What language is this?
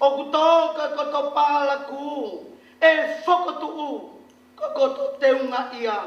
Tongan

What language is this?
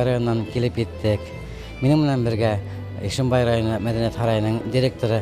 Bashkir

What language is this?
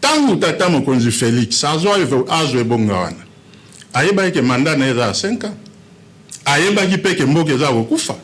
Lingala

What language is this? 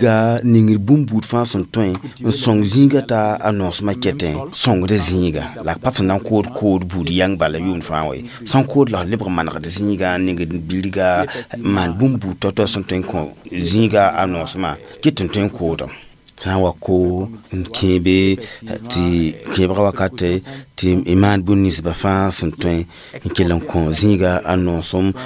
Mossi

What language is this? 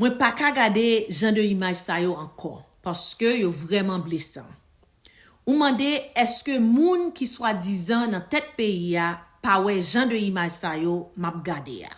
Haitian Creole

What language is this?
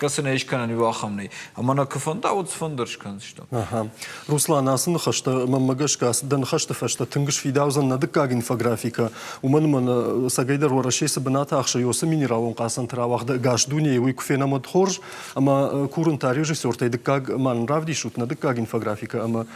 Ossetic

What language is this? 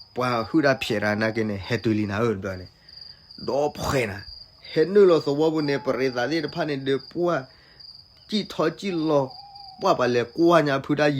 S'gaw Karen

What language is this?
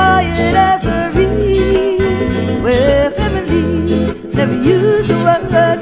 Hawaiian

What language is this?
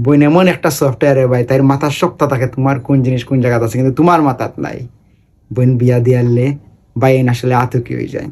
Sylheti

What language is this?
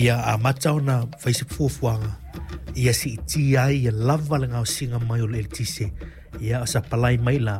Samoan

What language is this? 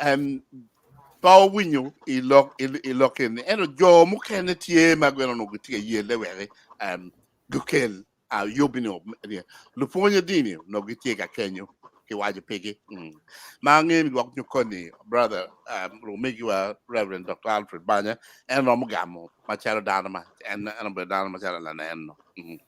Acoli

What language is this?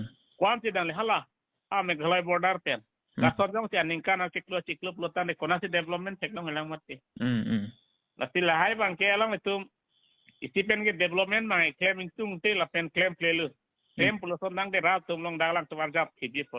Karbi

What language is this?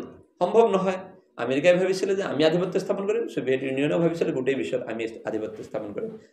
Assamese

